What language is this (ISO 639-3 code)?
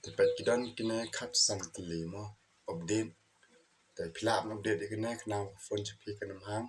kha